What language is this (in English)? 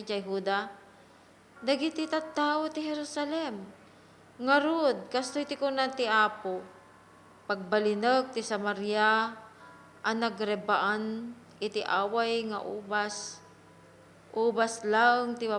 Iloko